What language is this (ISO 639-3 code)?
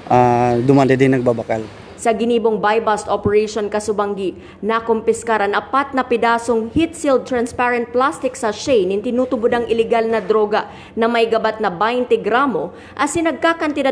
bik